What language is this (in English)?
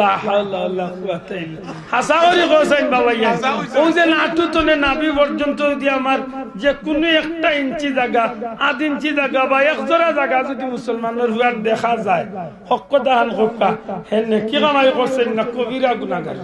Sylheti